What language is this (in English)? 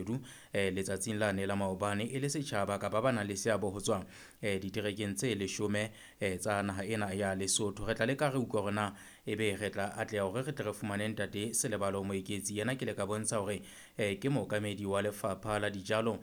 Southern Sotho